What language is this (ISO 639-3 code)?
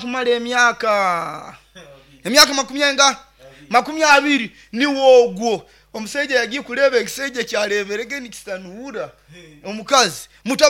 nyo